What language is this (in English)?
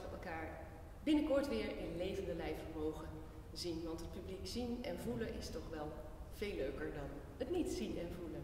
Dutch